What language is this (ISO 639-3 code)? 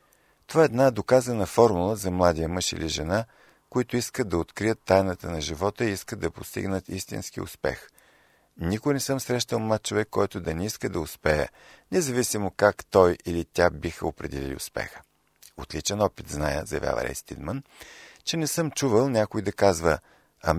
bul